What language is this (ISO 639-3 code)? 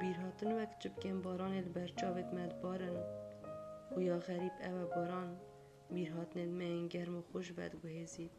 kur